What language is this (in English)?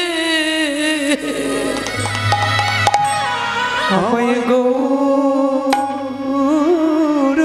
Bangla